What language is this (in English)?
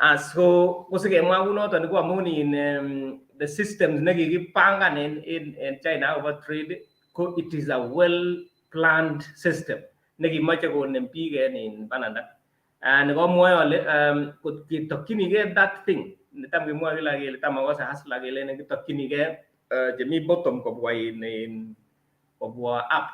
Kalenjin